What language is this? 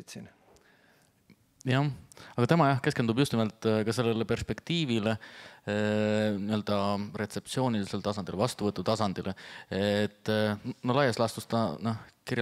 Estonian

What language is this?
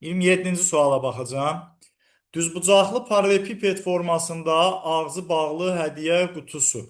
Azerbaijani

